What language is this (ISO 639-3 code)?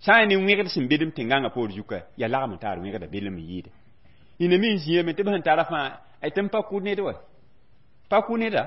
mos